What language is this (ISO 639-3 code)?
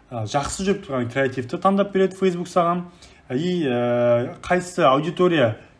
kaz